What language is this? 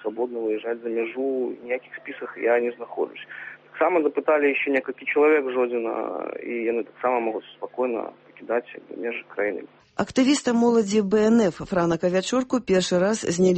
Belarusian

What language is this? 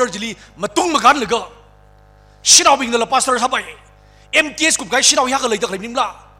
Tangkhul Naga (India)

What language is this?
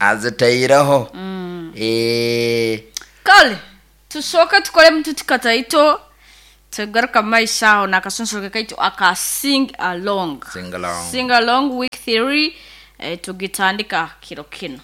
Nyoro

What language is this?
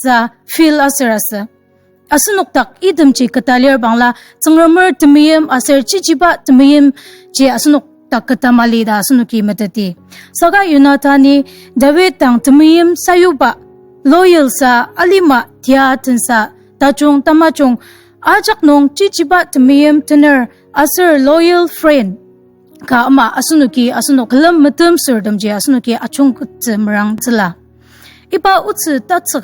Ao Naga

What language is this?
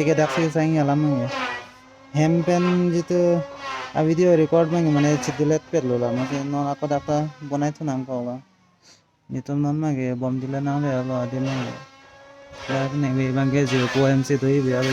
Karbi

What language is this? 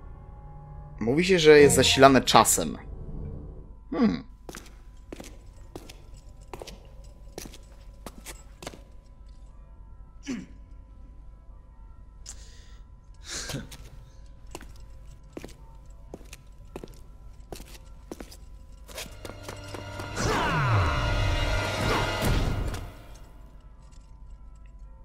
Polish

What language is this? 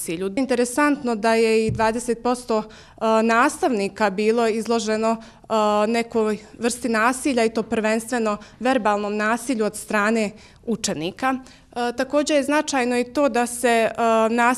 Bosnian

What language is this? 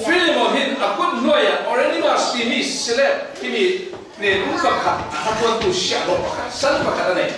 Falam Chin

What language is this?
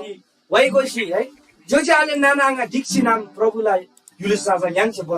Eastern Tamang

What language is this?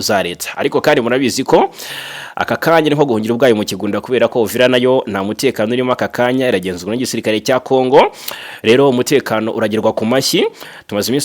Kinyarwanda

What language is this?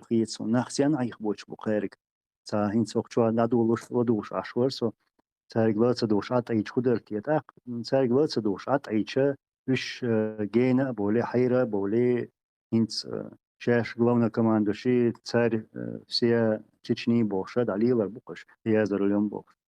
Chechen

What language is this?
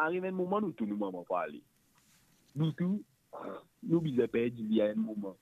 Morisyen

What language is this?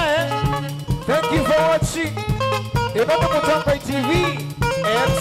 Kamba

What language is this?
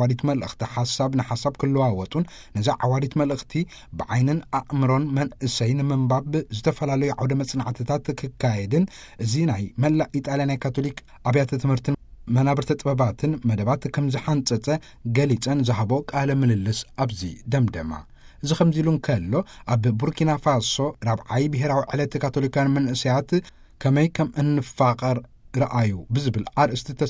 Tigrinya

